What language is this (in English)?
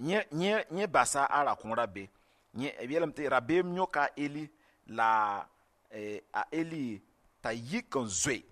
Mossi